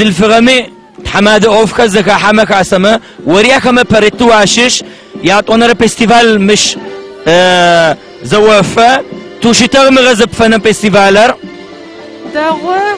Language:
Adyghe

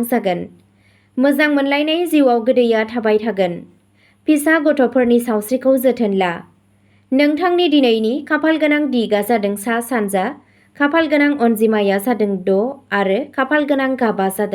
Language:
Bodo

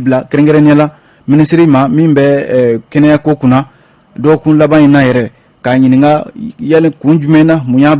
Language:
Bambara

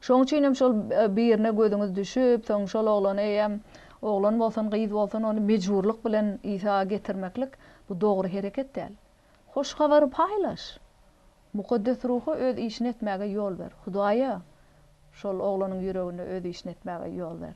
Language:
Turkmen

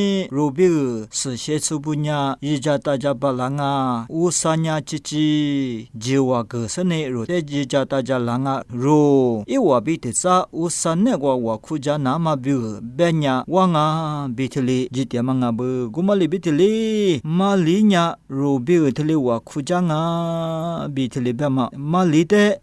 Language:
Lisu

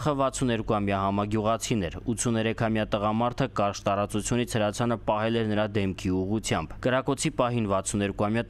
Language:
Armenian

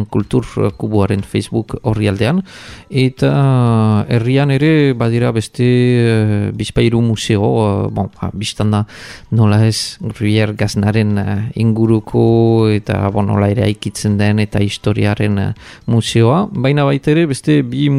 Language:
Basque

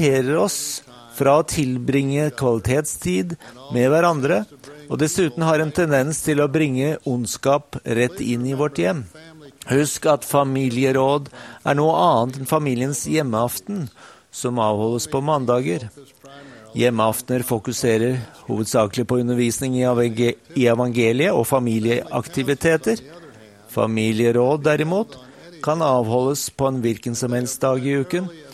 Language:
Norwegian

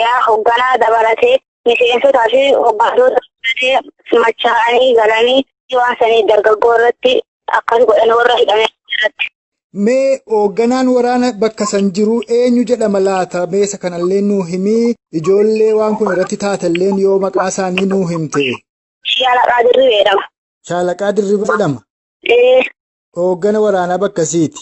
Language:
Oromo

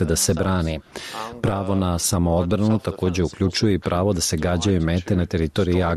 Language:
Bosnian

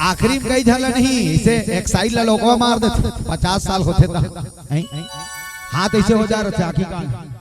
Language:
Chhattisgarhi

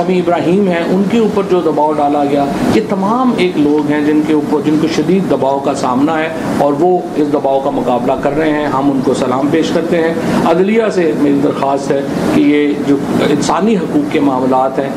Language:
Urdu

